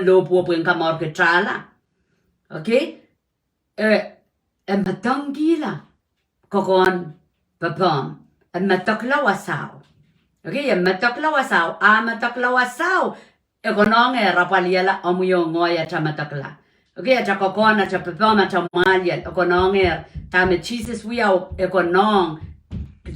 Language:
Pohnpeian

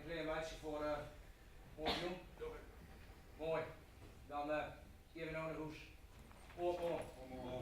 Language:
Western Frisian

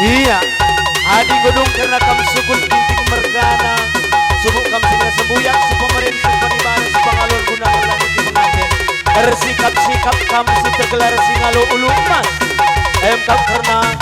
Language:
Batak Karo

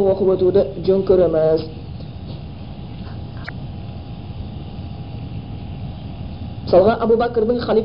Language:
Kazakh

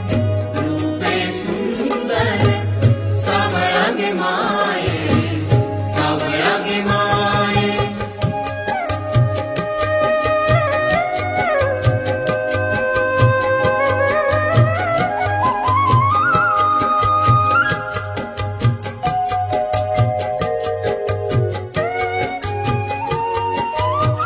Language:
Marathi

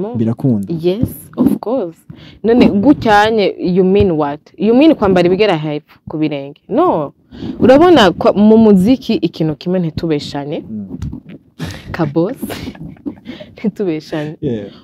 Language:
Rundi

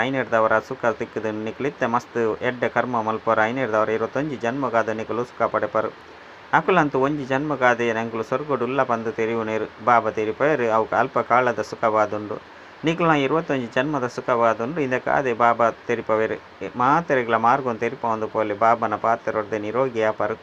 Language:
Tulu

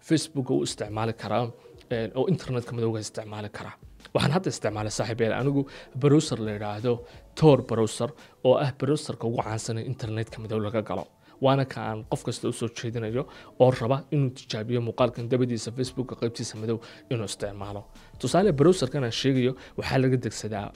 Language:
Somali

